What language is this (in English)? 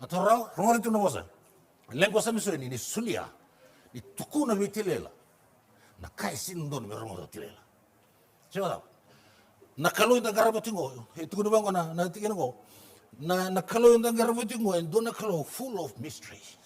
Fijian